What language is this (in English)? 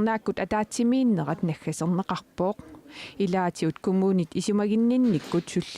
Kalaallisut